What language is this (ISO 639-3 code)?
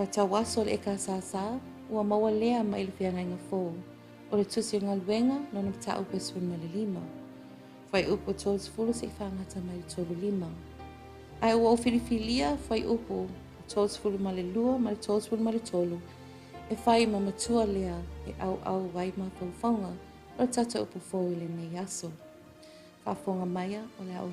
smo